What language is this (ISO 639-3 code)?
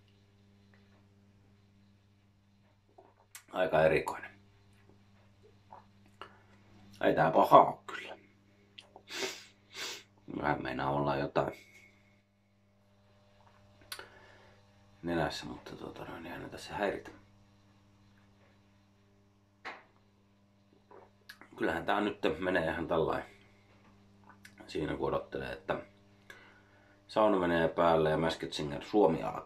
fin